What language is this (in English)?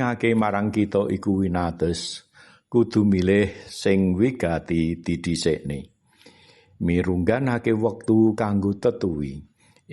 Javanese